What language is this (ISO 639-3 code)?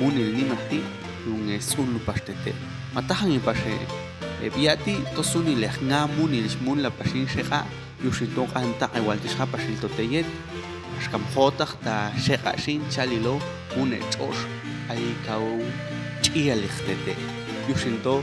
jac